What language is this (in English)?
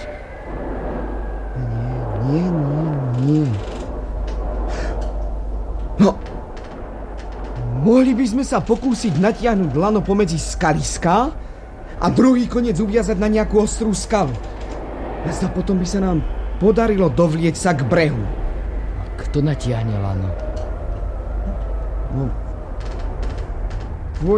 Slovak